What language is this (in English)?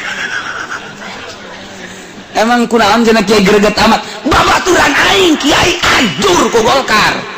Sundanese